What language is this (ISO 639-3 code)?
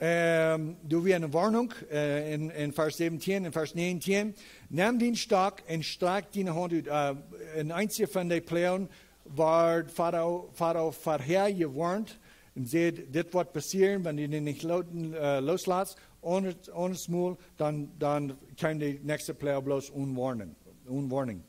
pdt